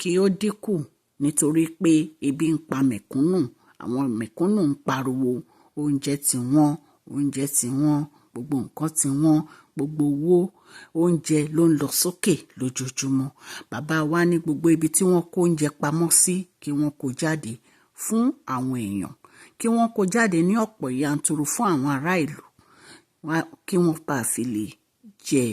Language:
Yoruba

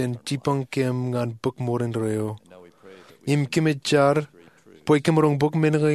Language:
Marshallese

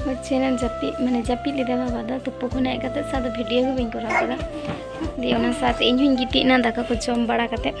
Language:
Santali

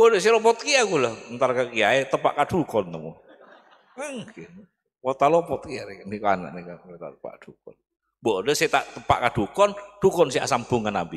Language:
Madurese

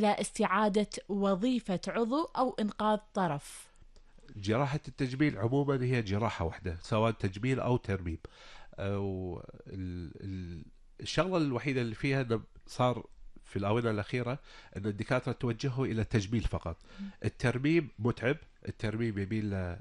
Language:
Gulf Arabic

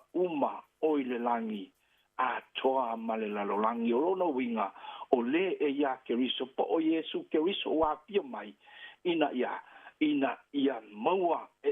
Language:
Samoan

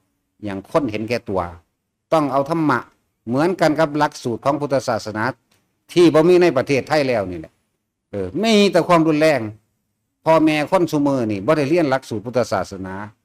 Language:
Northeastern Thai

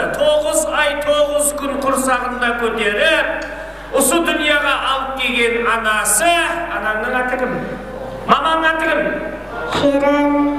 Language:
Kara-Kalpak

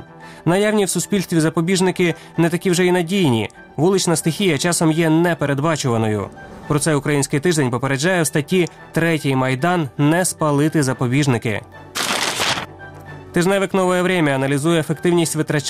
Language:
Ukrainian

